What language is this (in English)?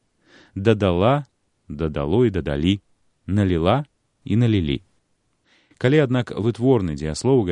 Belarusian